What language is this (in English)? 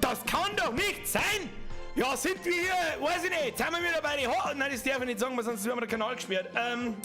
Bavarian